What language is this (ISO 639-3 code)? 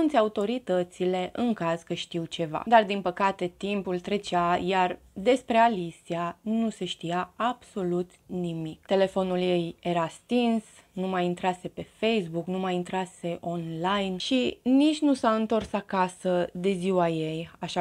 ron